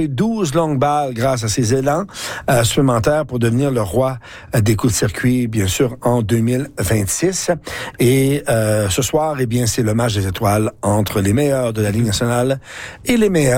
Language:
French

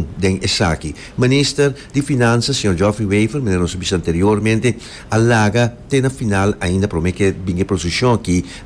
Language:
Papiamento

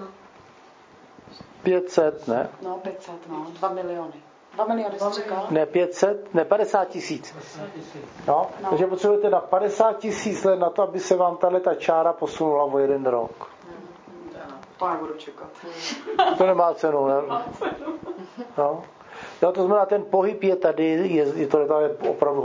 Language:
Czech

